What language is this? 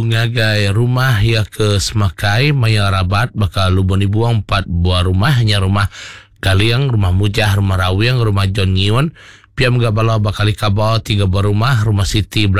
Iban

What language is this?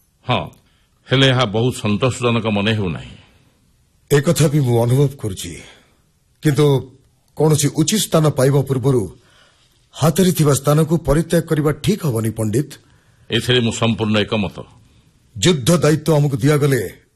Odia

